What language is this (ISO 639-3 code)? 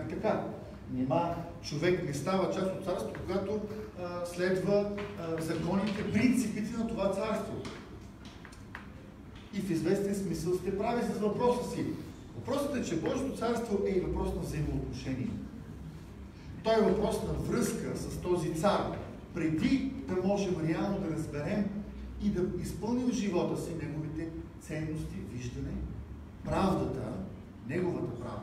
bul